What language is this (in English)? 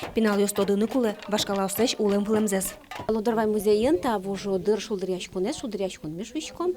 Udmurt